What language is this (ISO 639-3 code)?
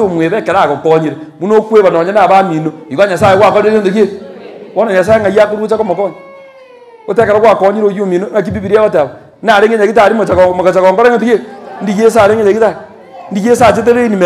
guz